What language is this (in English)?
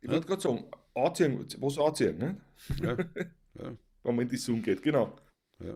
Bavarian